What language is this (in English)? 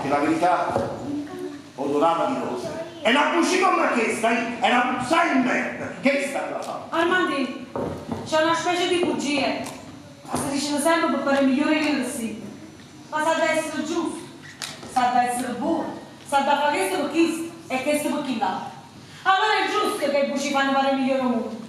Neapolitan